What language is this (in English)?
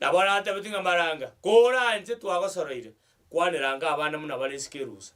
Gusii